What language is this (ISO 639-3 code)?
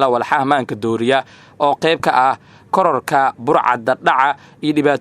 som